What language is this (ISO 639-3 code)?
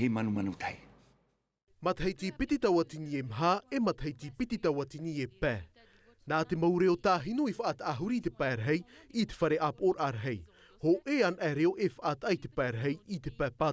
tah